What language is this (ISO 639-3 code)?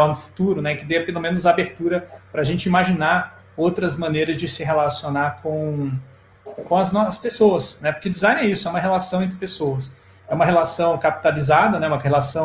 por